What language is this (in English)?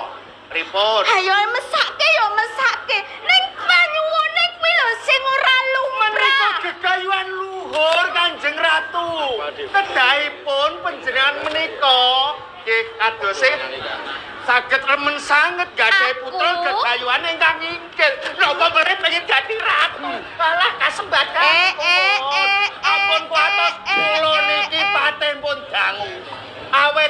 Javanese